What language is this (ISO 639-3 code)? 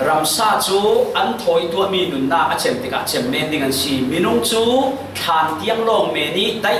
cfm